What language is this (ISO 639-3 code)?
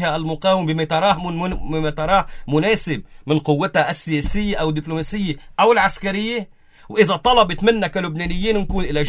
apc